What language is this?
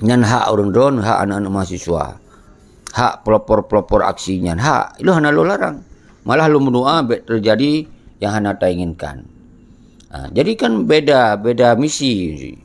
Achinese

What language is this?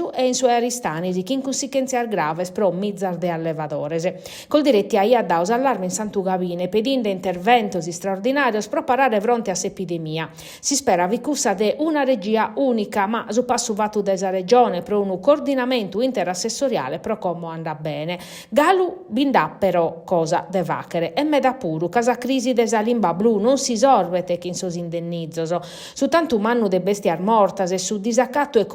Sardinian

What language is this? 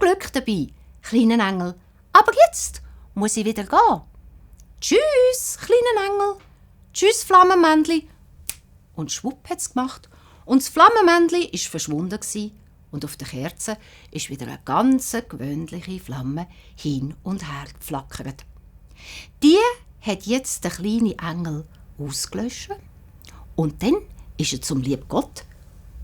Swiss German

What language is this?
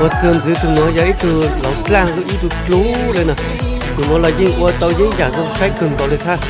Hmong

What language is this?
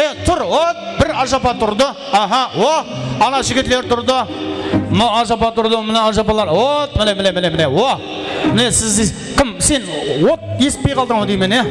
Kara-Kalpak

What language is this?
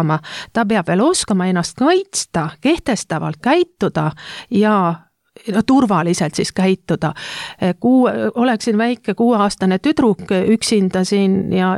Estonian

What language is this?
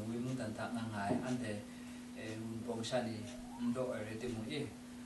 Kachin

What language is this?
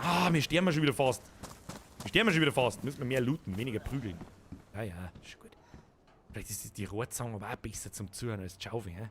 Bavarian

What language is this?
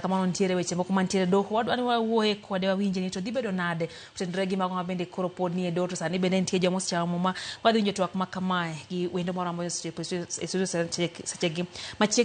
Luo (Kenya and Tanzania)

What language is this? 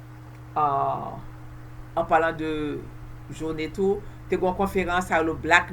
Haitian Creole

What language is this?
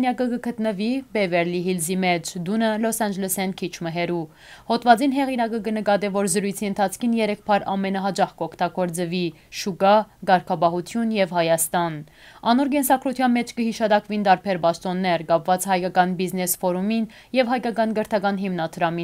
Western Armenian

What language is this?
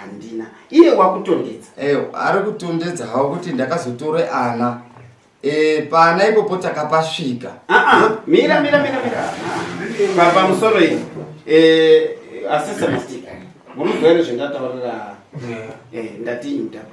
Shona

